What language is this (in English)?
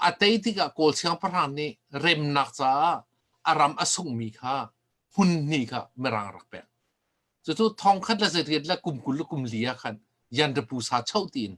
Hakha Chin